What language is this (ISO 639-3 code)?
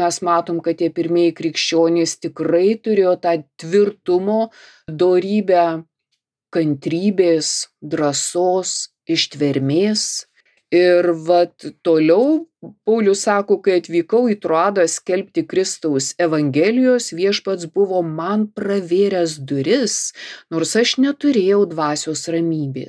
lit